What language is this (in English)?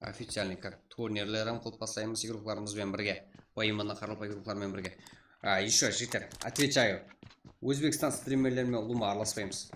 Kara-Kalpak